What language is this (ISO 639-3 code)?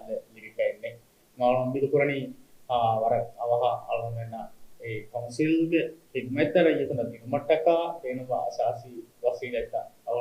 div